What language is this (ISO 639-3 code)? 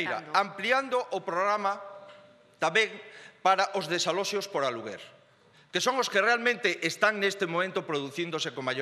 glg